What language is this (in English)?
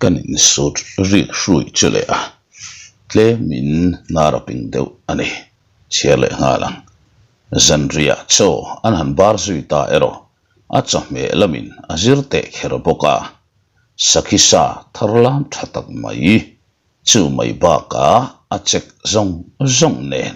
Mizo